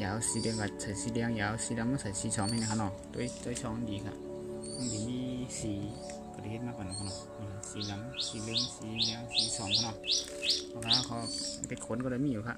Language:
Shan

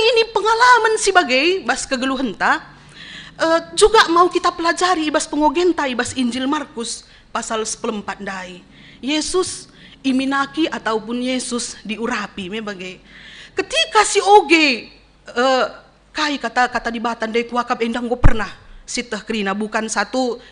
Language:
Batak Karo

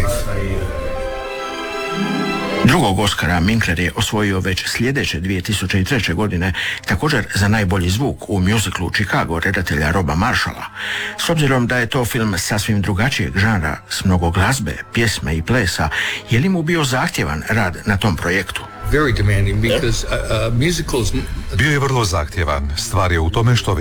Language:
Croatian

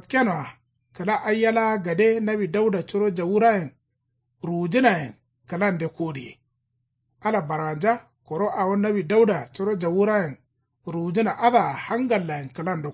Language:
Kanuri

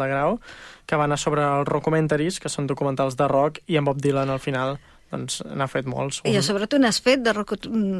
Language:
Catalan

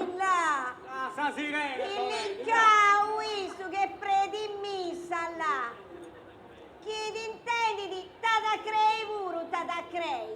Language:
Sardinian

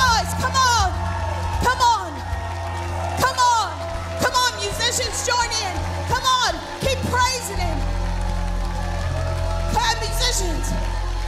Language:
English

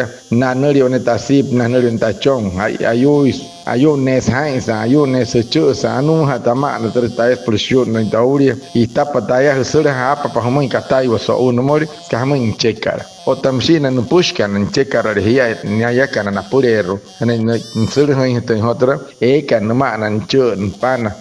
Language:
Wayuu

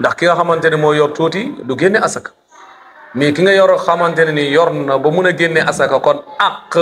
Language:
Wolof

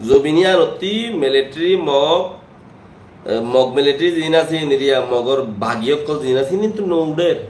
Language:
Rohingya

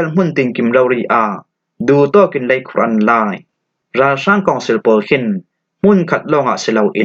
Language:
Falam Chin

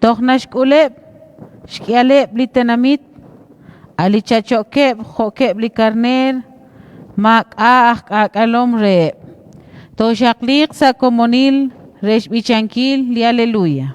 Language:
Kekchí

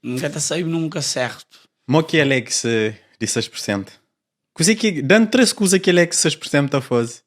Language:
Kabuverdianu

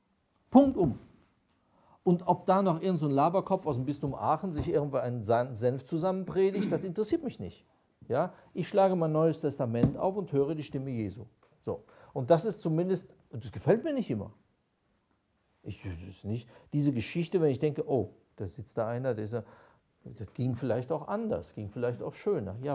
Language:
German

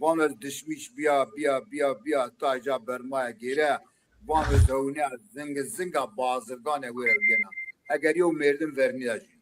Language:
Zaza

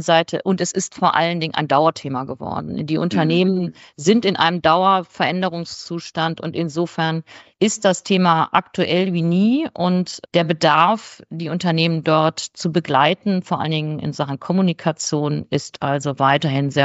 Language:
German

